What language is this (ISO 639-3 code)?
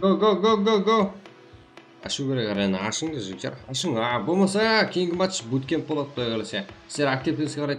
kaa